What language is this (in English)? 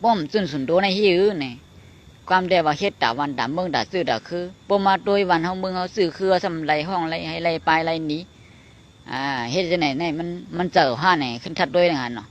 Shan